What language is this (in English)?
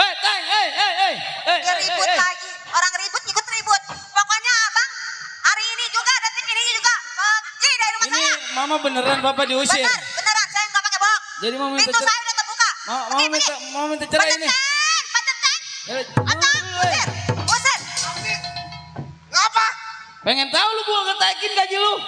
Betawi